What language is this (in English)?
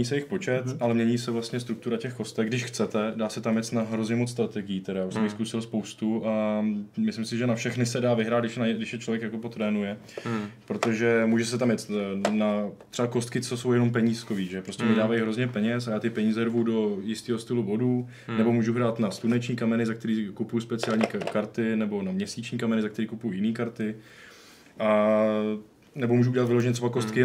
Czech